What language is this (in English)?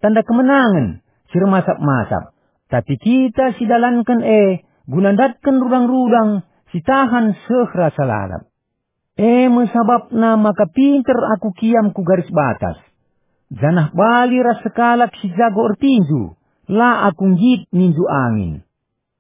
Batak Karo